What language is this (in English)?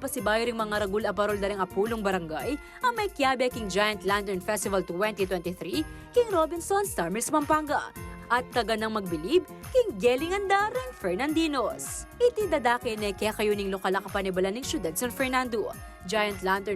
Pampanga